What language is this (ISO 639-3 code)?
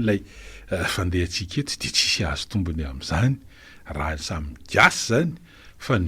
mlg